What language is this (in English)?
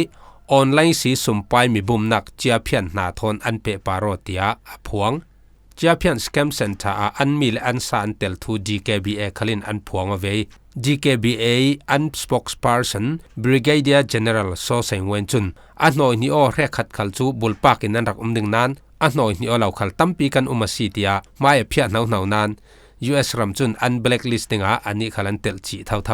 Falam Chin